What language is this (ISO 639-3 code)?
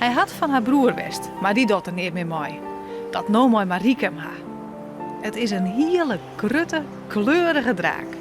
fry